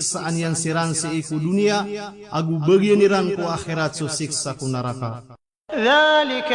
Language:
Maranao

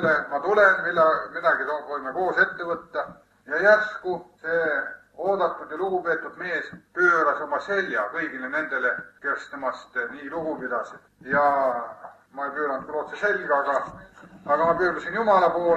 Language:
Estonian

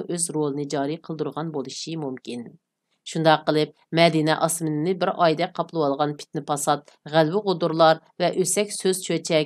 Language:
Uyghur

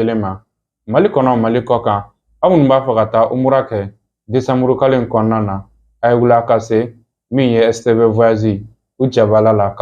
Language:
Bambara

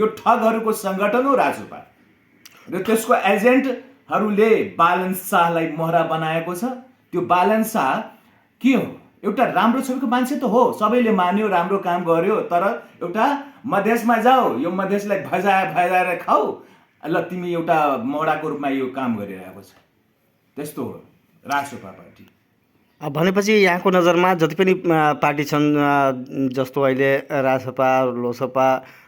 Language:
Nepali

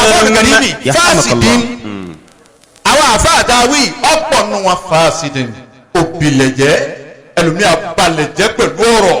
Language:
Yoruba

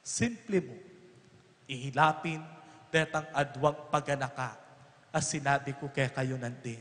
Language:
Pampanga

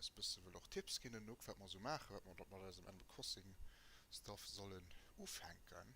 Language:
Luxembourgish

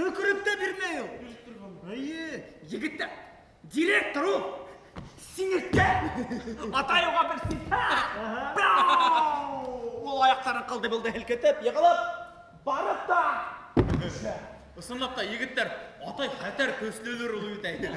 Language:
Bashkir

